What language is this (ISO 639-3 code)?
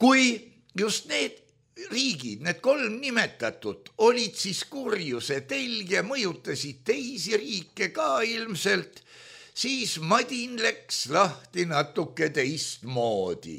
est